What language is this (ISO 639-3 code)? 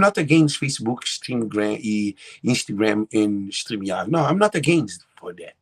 kea